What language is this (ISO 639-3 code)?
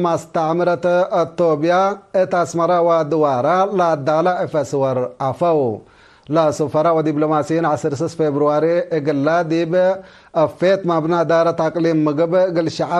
tig